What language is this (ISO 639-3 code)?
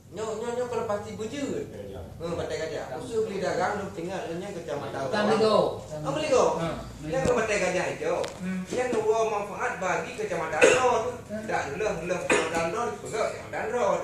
ace